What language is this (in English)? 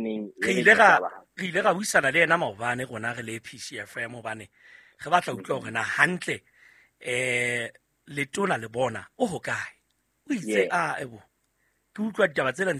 Southern Sotho